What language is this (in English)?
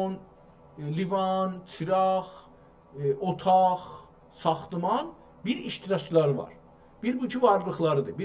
South Azerbaijani